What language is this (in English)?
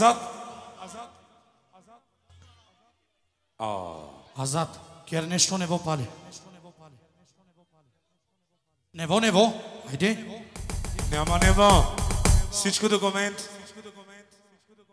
Bulgarian